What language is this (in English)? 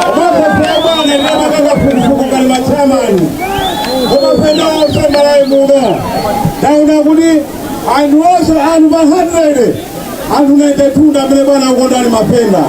Nyanja